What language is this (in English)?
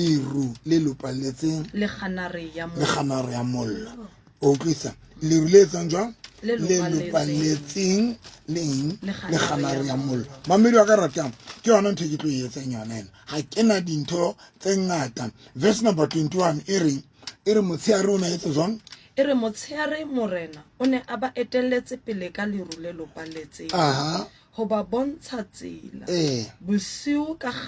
Southern Sotho